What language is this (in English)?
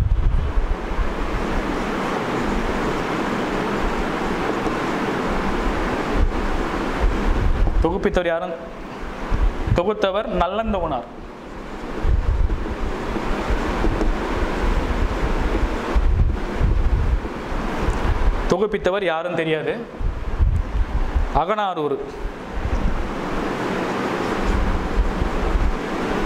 Tamil